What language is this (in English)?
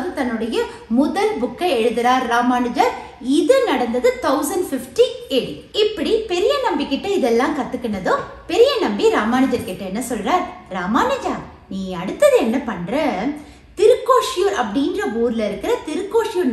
Tamil